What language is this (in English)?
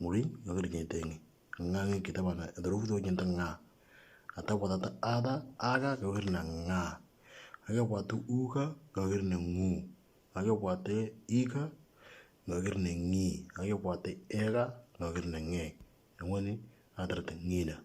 Moro